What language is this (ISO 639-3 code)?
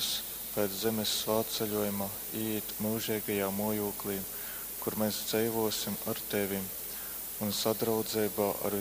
ltg